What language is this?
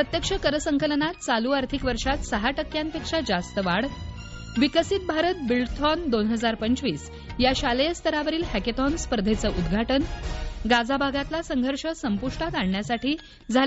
Marathi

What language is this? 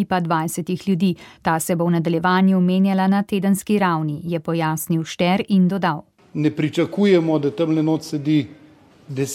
Slovenian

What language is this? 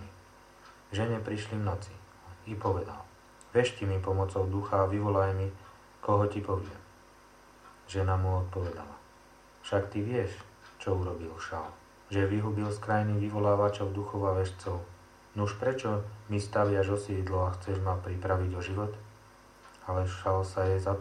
Slovak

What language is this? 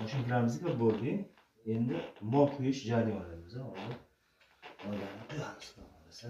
Uzbek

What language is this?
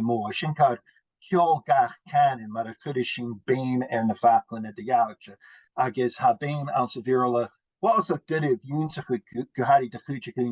Scottish Gaelic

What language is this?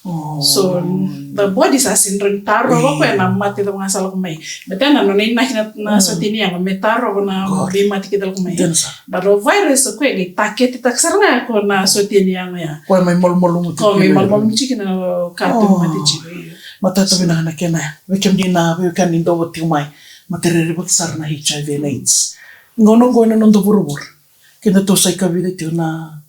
Fijian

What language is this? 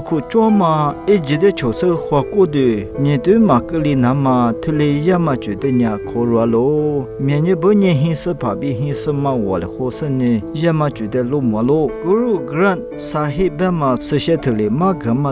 Lisu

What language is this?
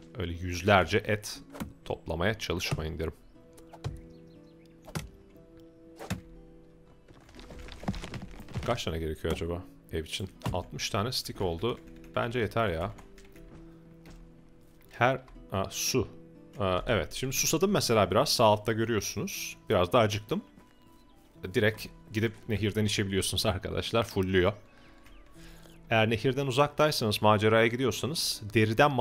Turkish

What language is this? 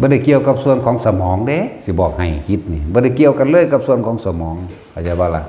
Northeastern Thai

